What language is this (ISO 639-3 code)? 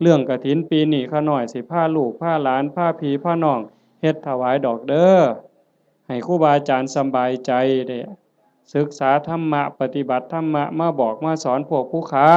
tts